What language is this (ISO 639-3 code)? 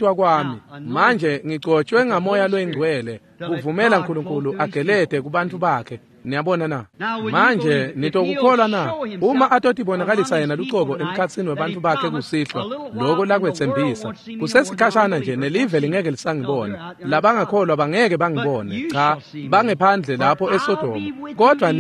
ssw